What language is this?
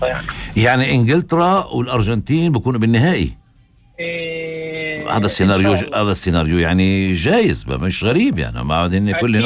North Levantine Arabic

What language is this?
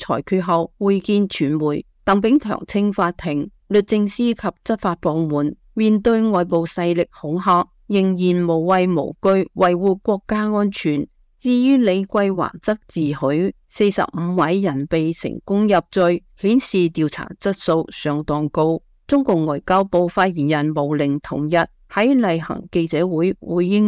Cantonese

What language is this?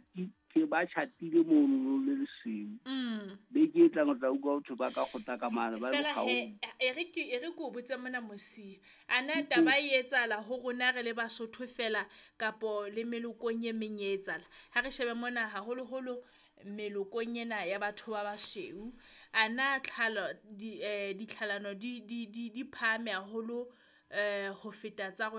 Southern Sotho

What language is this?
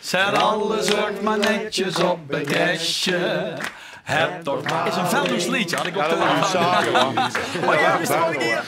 Limburgish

